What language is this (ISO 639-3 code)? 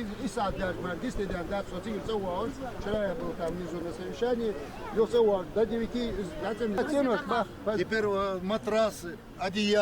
inh